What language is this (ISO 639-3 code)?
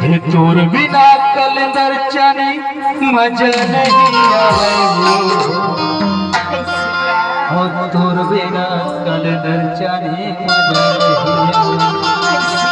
hne